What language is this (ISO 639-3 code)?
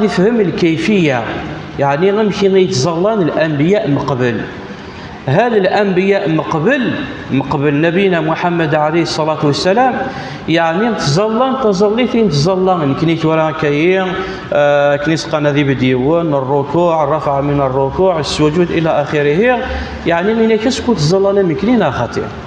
kab